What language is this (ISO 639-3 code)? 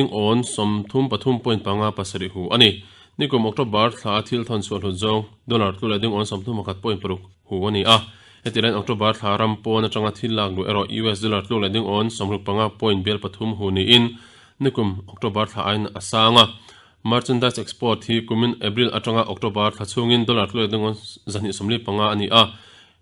lus